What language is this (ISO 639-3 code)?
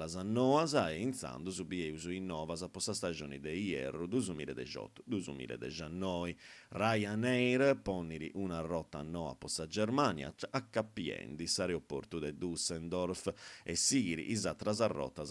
srd